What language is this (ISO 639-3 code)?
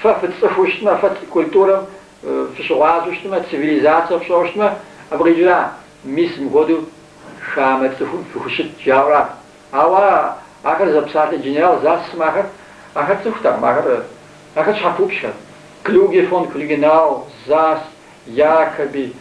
kbd